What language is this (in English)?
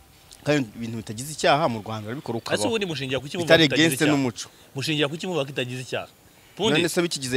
Kinyarwanda